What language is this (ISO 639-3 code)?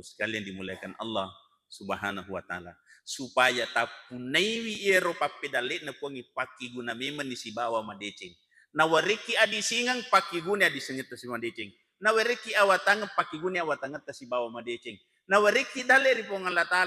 bug